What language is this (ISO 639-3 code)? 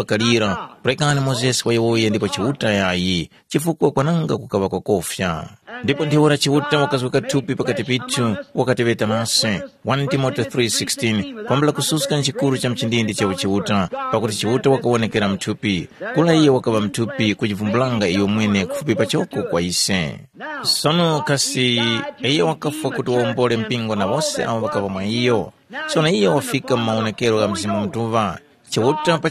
tum